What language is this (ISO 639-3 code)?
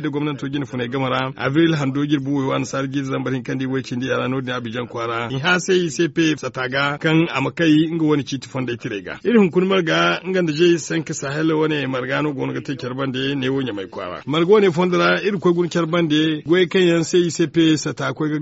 dje